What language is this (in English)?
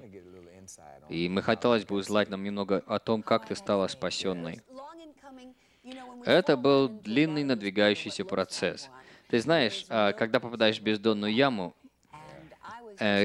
Russian